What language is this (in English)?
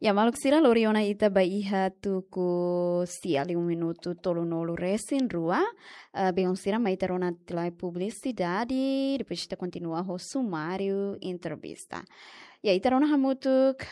Tetum